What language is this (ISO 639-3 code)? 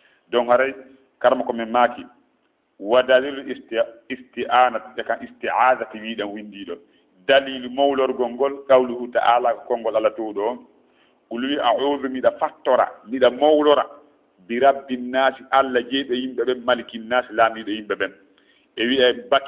ful